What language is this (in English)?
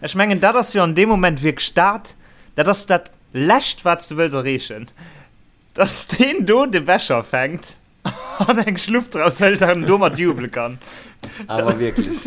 Luxembourgish